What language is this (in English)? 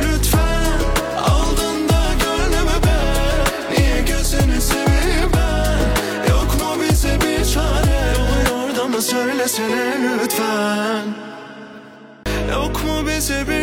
Turkish